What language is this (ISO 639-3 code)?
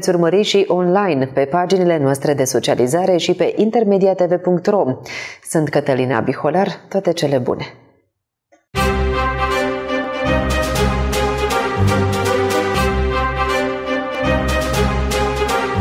ron